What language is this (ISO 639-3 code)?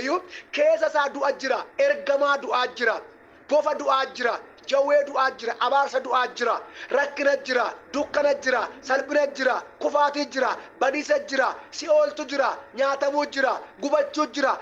orm